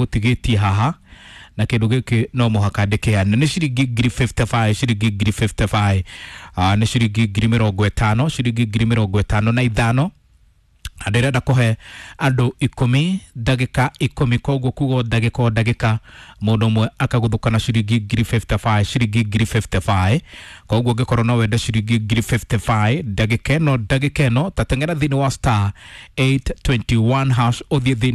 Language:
Kikuyu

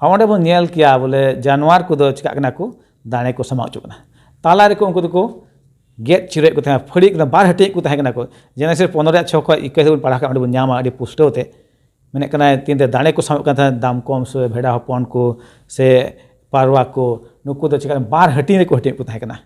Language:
Santali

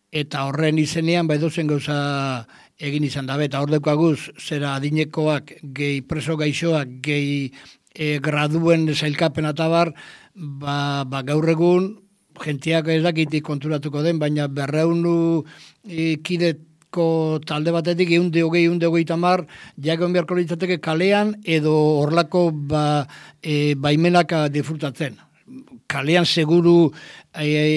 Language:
Basque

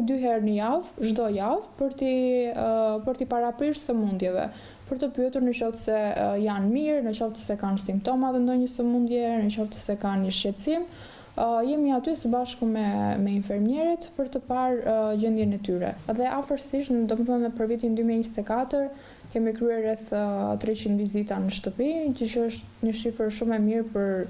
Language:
Albanian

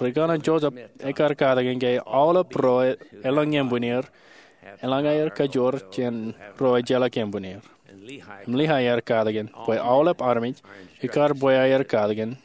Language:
Marshallese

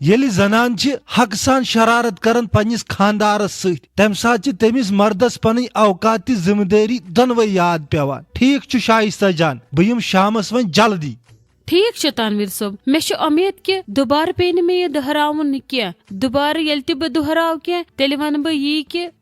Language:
Kashmiri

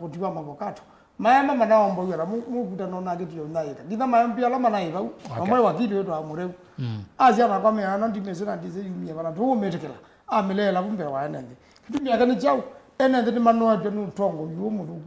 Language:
Kamba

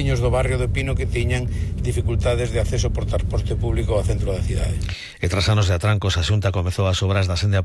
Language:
Galician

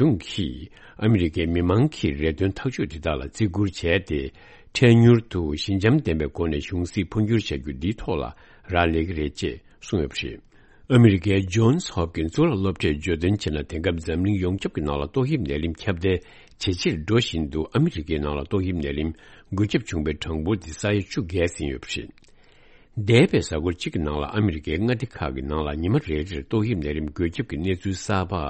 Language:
Tibetan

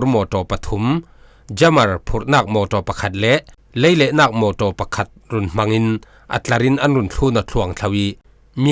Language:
Falam Chin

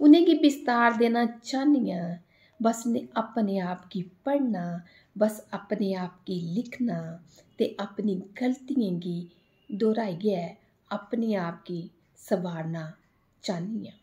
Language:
Dogri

